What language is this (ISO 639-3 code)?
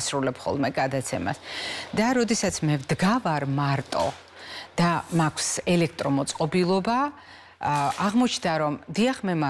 kat